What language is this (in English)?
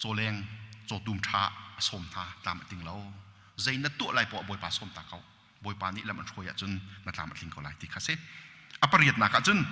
Hakha Chin